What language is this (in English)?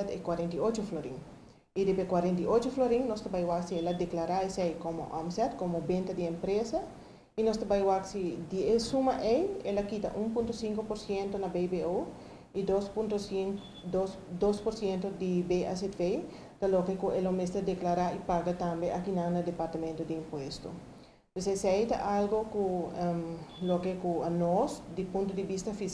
Papiamento